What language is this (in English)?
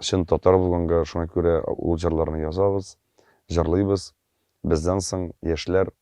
Tatar